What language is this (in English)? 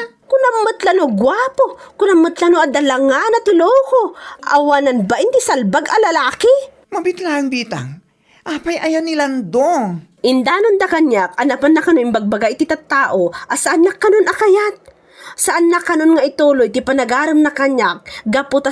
Iloko